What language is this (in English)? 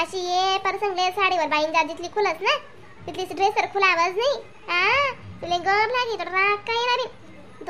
Khandesi